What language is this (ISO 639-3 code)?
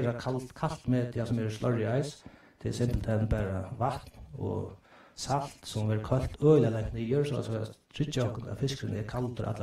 fao